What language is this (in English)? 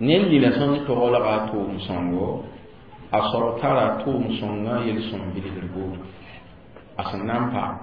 Mossi